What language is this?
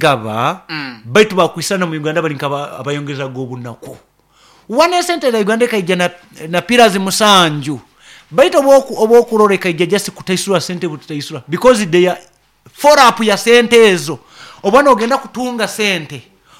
Nyoro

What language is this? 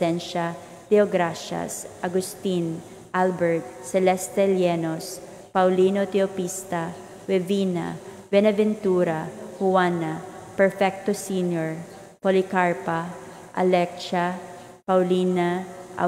Cebuano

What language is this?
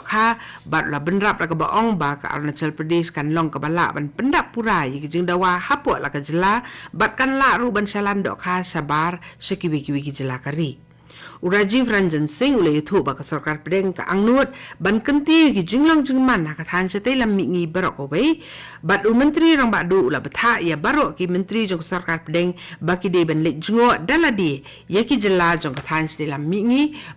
Khasi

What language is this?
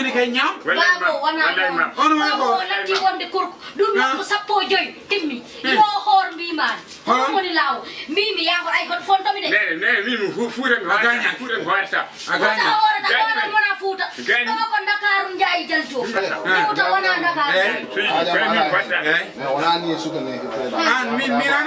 Fula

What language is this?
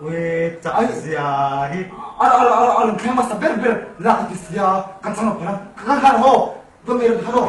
Mizo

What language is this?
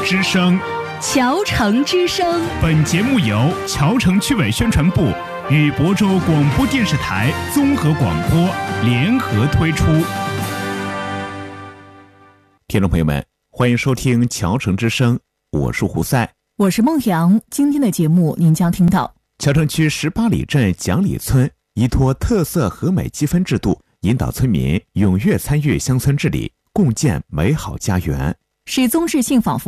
Chinese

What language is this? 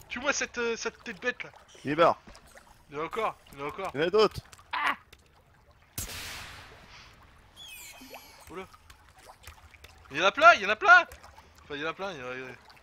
French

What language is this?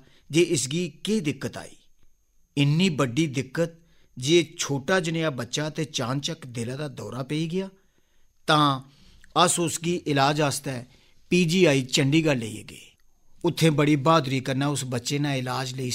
Dogri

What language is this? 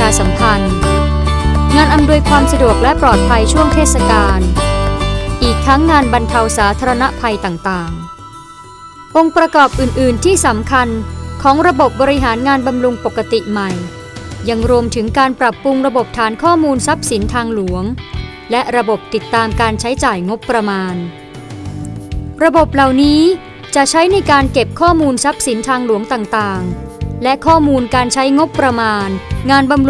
Thai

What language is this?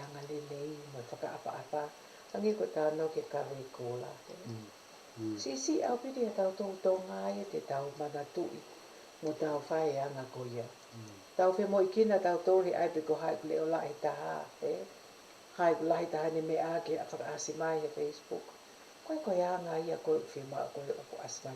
Tongan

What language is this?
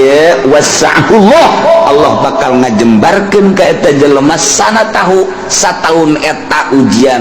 Sundanese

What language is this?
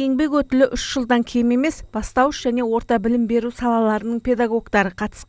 Kazakh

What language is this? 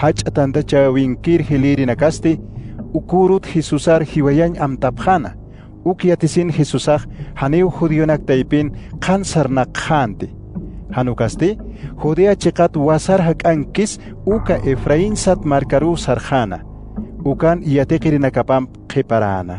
Aymara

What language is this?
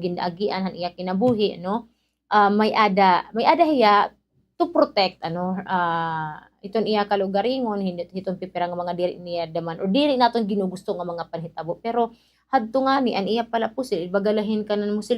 Waray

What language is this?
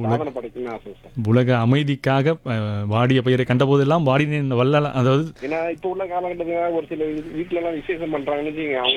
Tamil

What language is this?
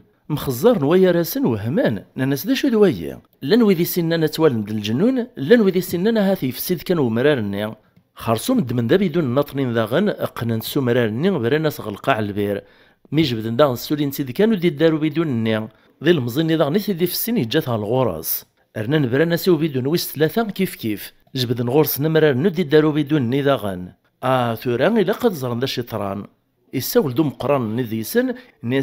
Kabyle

